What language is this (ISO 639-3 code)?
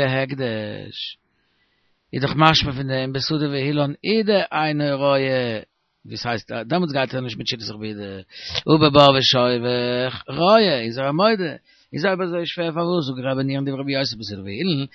yid